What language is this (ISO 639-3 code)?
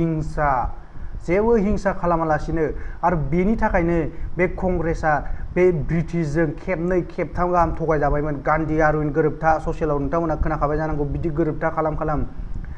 brx